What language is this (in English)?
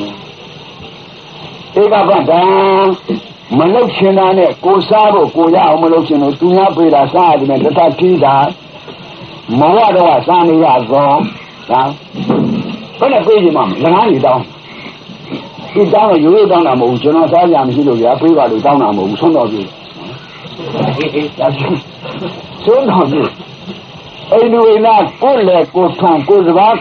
Burmese